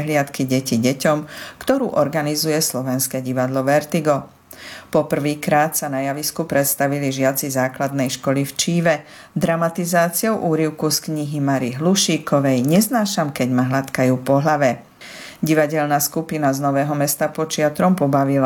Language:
Slovak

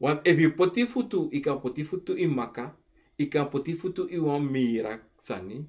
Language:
Sranan Tongo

